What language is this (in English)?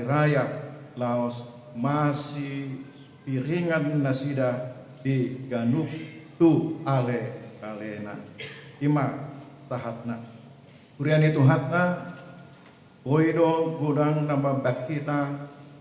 Batak Toba